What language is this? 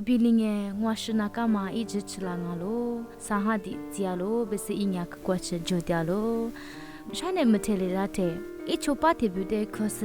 Lisu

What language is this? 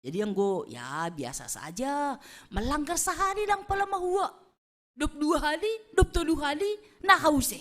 Batak Simalungun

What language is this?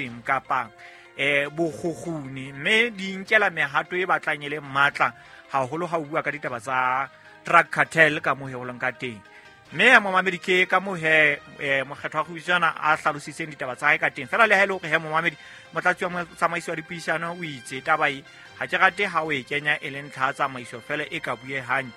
Southern Sotho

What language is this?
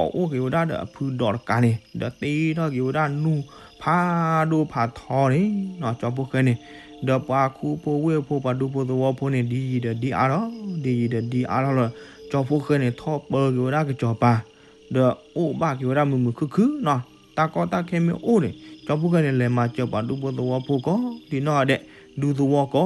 S'gaw Karen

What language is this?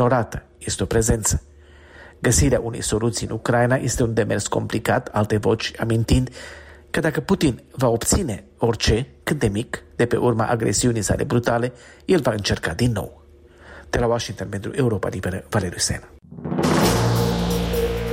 Romanian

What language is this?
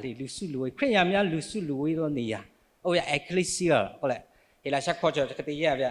Lahu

